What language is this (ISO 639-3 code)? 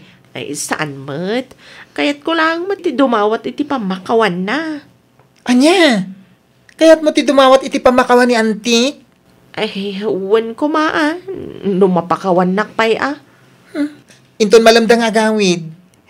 ilo